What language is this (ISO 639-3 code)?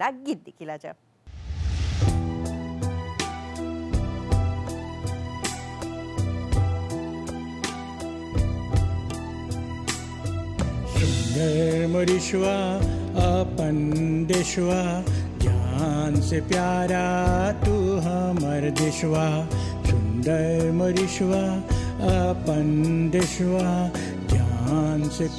bho